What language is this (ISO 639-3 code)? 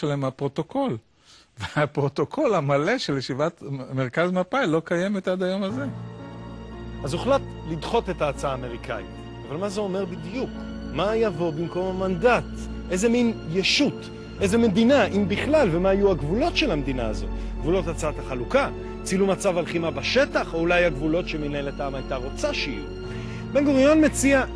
heb